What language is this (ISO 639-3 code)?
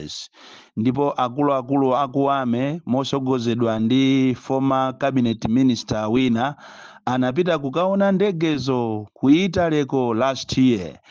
nya